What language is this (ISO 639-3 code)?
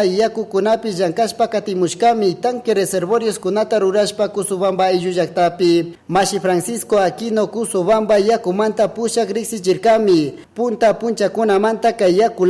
qug